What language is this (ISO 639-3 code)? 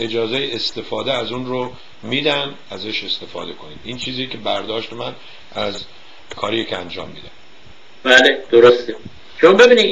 fas